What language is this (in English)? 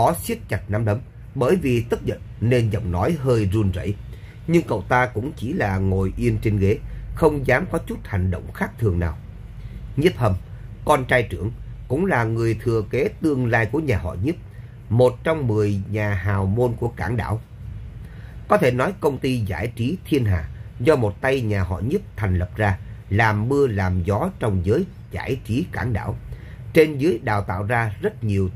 Vietnamese